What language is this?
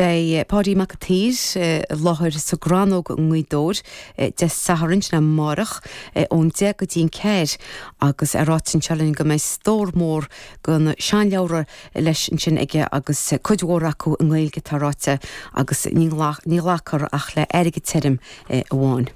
Irish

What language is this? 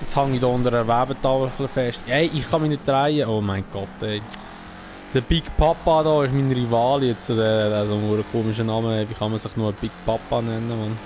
Swiss German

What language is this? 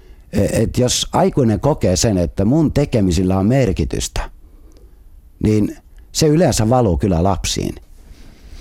Finnish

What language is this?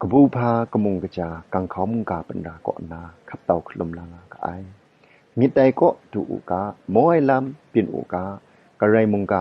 Kachin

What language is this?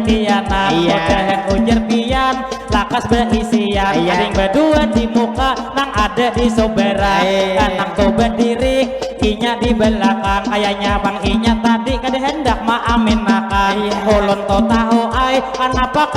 Banjar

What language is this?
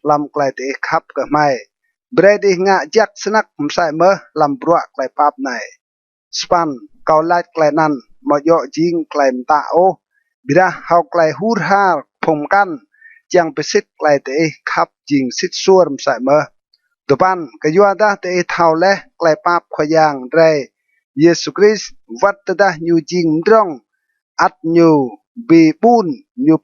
Rade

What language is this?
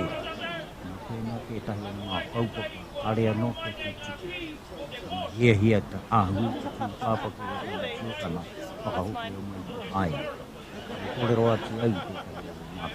Māori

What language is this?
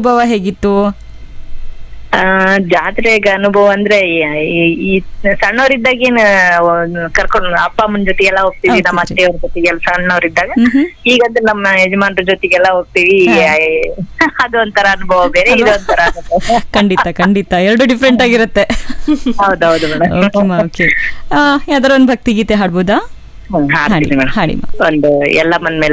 Kannada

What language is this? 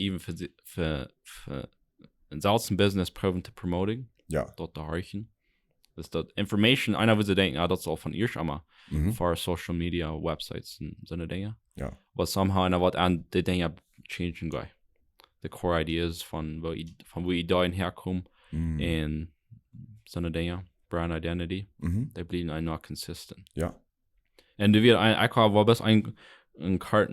Plautdietsch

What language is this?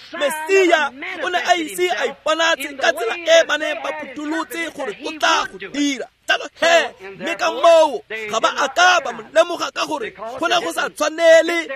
Tswana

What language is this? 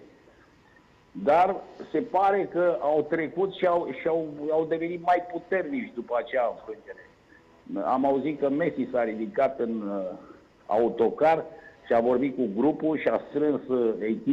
Romanian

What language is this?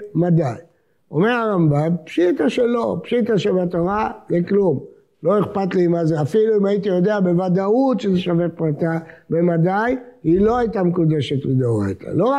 Hebrew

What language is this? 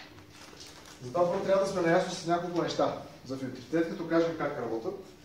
Bulgarian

